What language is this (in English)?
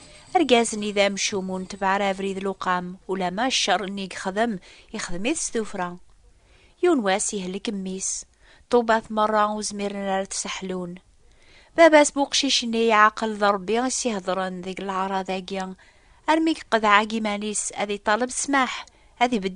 Kabyle